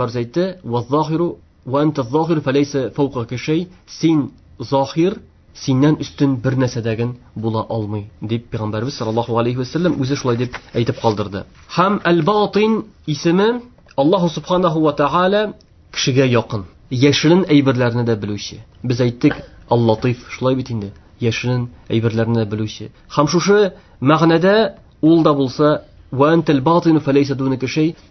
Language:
Tatar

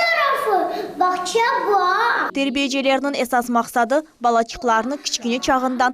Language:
Crimean Tatar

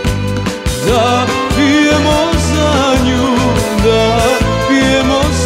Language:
Serbian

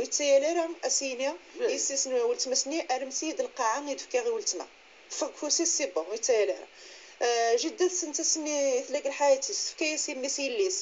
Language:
Kabyle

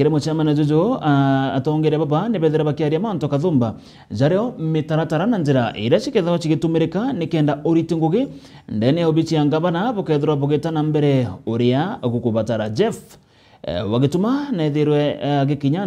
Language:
Meru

